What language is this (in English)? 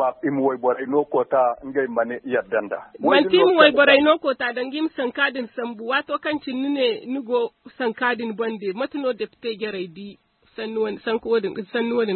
Zarma